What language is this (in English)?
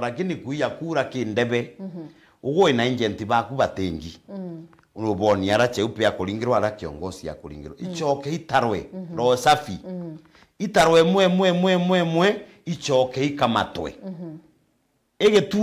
Meru